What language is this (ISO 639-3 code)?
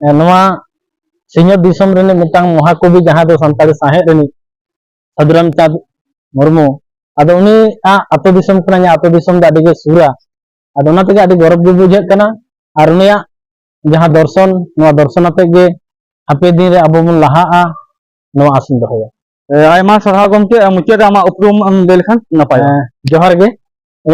sat